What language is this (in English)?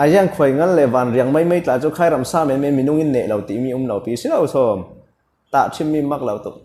Falam Chin